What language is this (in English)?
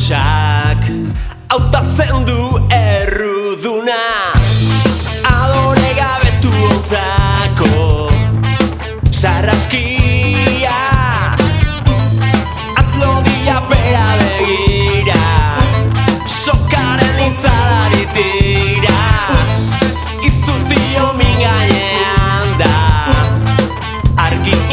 Basque